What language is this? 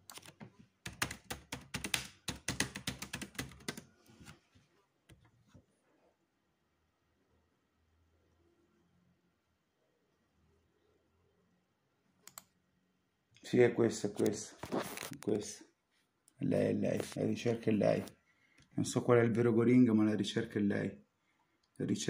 Italian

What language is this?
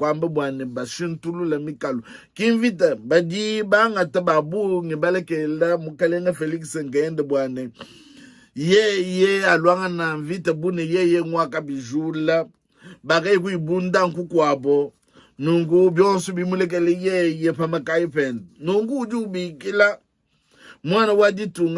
Luba-Lulua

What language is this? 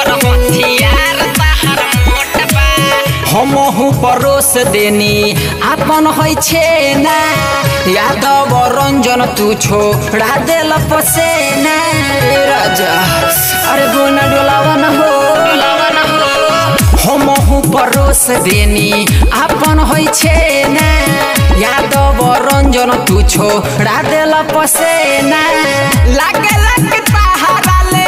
Bhojpuri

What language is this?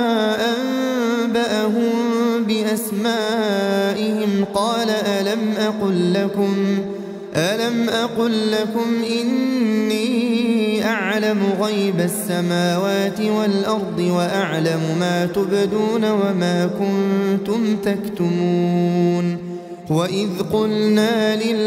Arabic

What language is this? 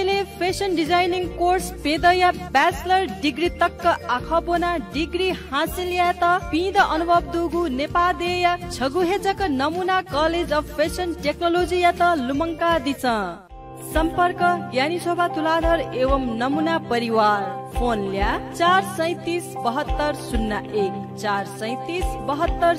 Newari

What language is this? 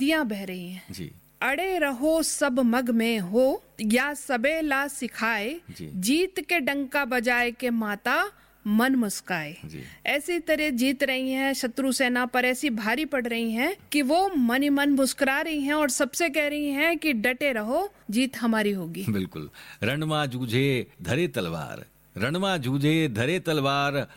Hindi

